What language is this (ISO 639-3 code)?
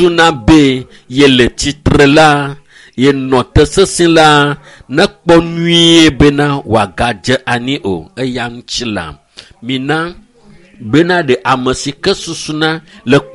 ewe